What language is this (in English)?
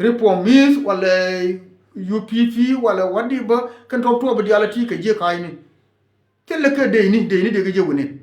Nuer